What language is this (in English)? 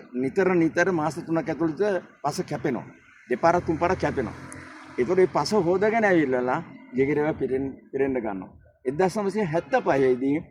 Sinhala